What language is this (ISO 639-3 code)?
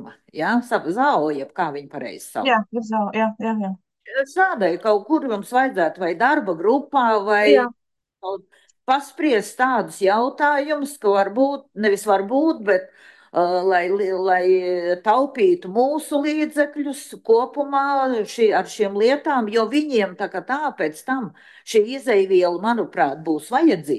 lav